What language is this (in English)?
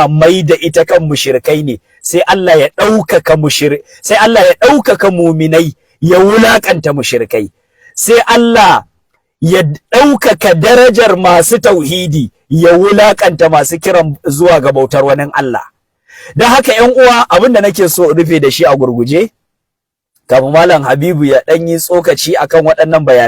Hausa